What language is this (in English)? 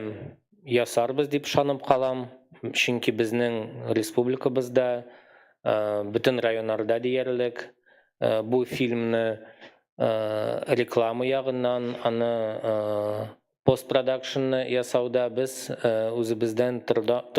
Tatar